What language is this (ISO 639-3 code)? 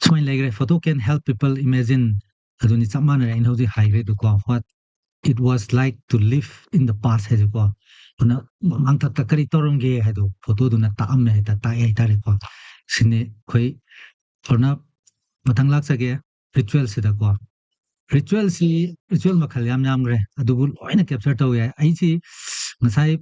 mni